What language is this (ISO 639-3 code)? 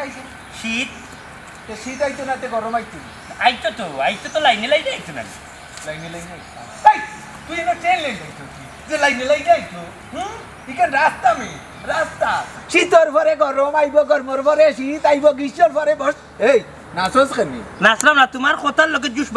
syl